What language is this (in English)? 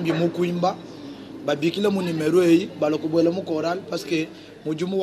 Luba-Lulua